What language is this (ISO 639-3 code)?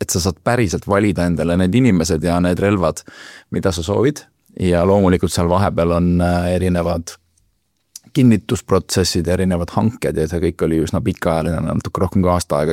est